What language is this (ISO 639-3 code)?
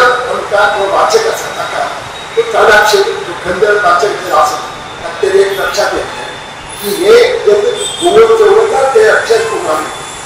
kok